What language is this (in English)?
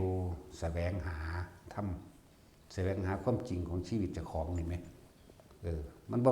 Northeastern Thai